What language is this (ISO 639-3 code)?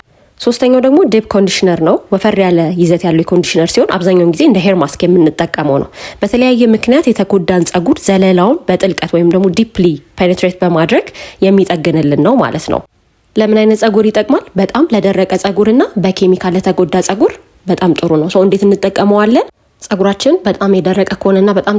amh